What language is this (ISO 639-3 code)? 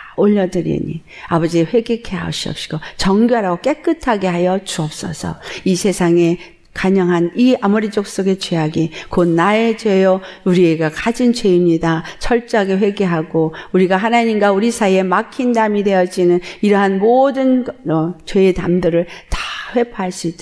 kor